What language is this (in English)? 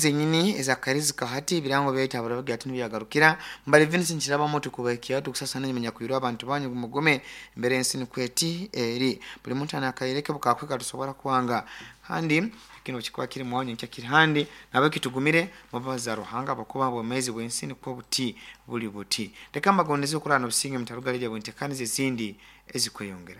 Nyoro